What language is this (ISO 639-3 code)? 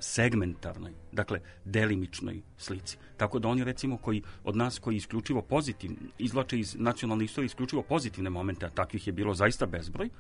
srp